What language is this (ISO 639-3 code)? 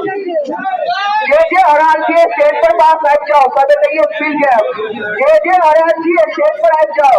mai